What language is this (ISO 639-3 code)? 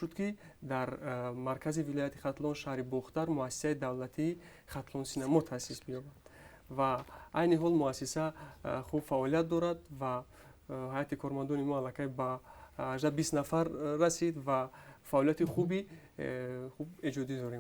tgk